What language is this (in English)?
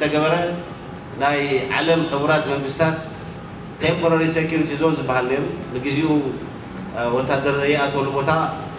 Tigrinya